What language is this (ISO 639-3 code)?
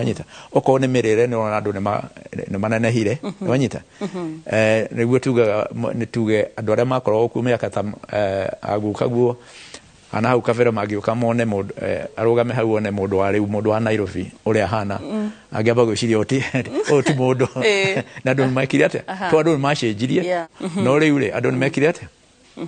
kik